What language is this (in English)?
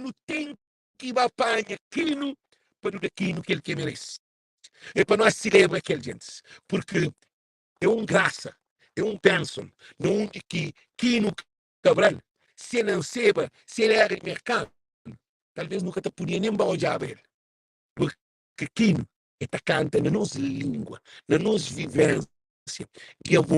Kabuverdianu